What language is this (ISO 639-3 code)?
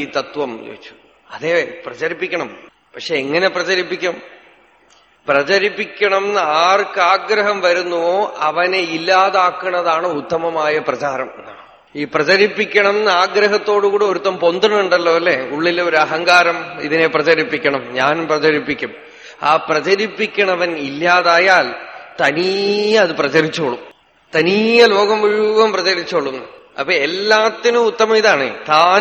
mal